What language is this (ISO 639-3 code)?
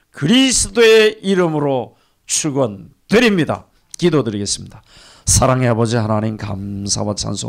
kor